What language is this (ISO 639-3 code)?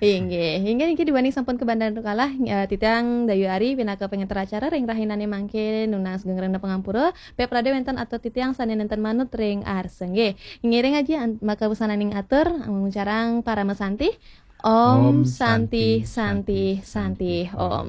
ban